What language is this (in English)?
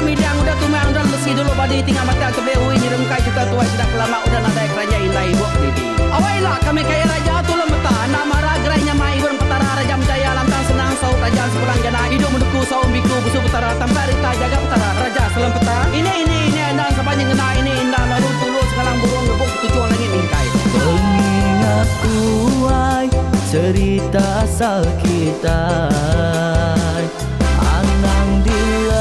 Iban